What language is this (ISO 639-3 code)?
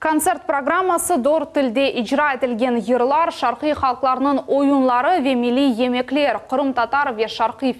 crh